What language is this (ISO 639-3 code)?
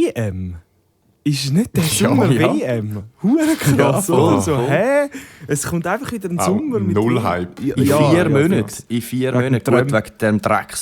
gsw